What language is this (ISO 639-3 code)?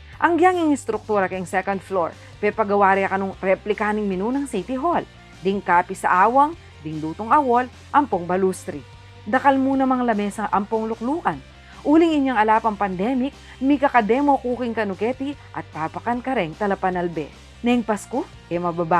pam